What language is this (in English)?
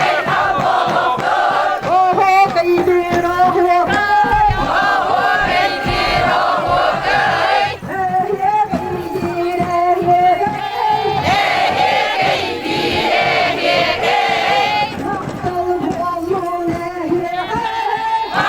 Yakut